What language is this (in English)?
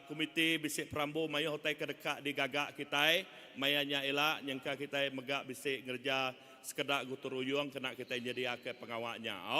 Iban